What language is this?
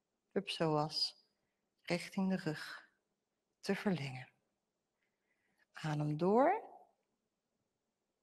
Dutch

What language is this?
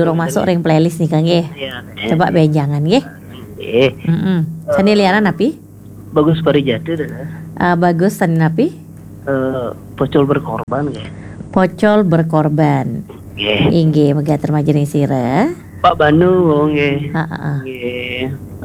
Balinese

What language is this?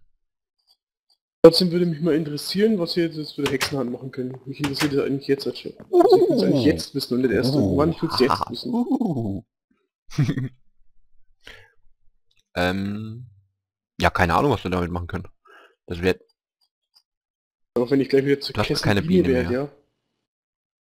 German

